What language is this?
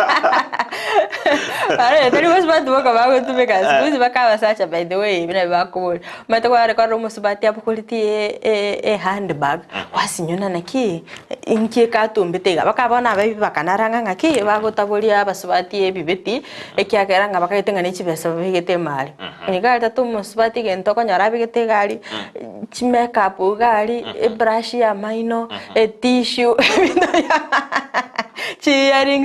Gusii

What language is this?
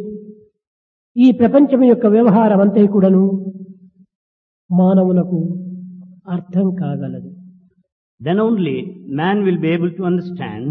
Telugu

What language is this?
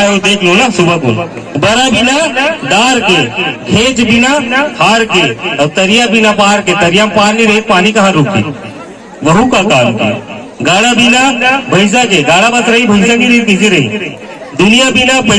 Chhattisgarhi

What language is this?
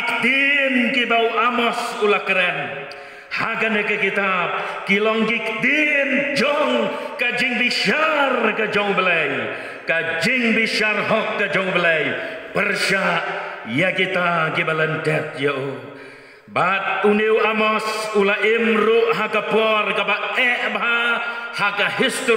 Khasi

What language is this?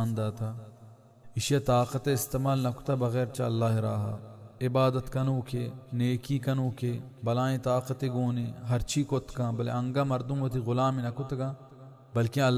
Baluchi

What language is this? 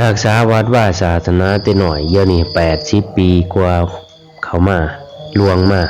Lao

